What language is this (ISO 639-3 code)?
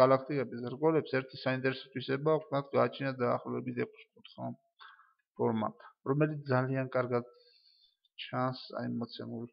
kat